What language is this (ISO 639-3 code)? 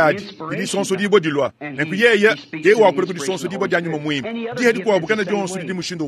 lua